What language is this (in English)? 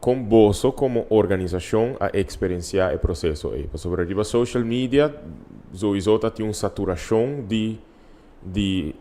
Papiamento